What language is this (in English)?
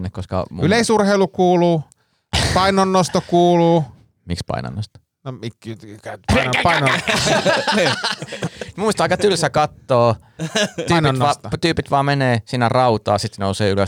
Finnish